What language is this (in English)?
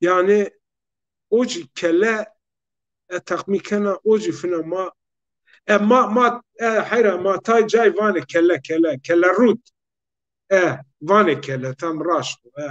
Zaza